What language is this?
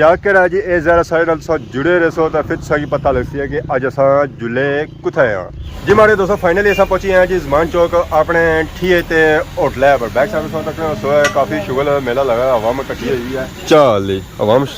Pahari-Potwari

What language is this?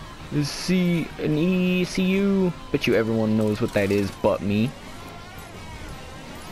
English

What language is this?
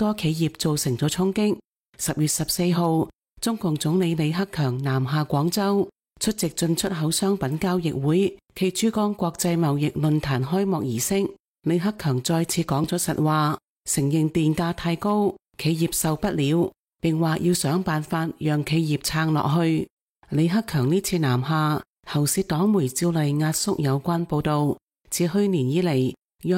Cantonese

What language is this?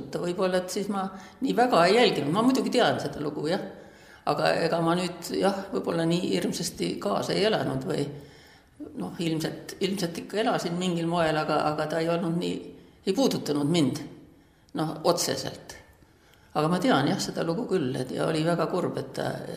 Estonian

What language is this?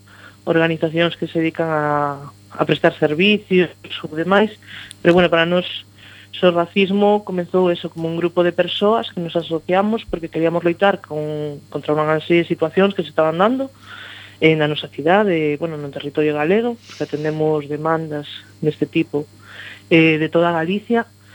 Galician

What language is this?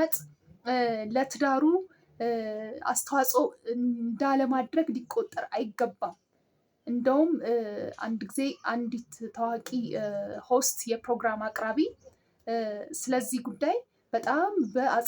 Amharic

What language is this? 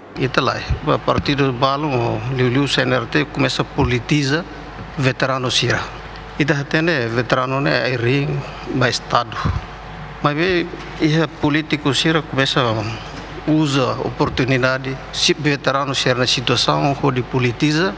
Tetum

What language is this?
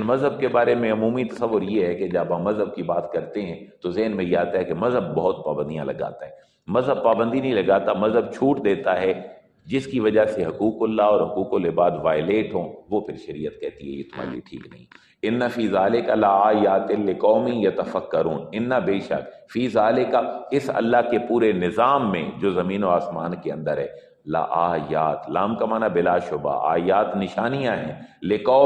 Urdu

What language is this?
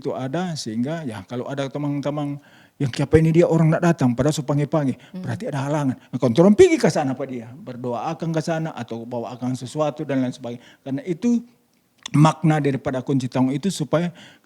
Manado Malay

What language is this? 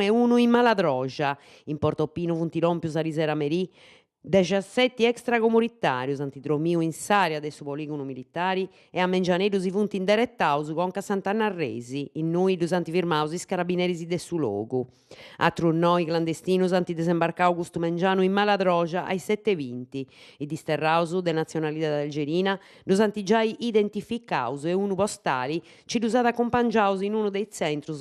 Sardinian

